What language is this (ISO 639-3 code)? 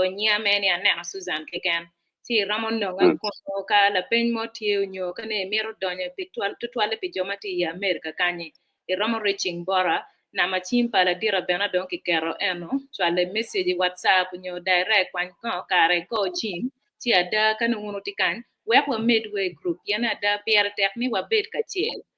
ach